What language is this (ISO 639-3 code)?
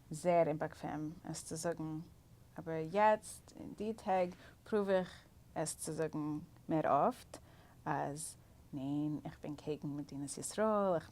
yid